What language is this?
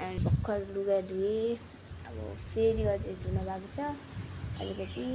Nepali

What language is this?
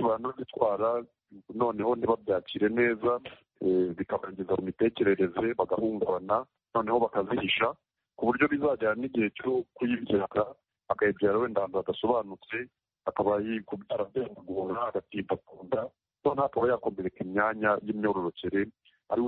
Kinyarwanda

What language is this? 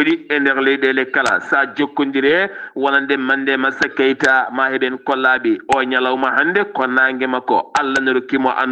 Fula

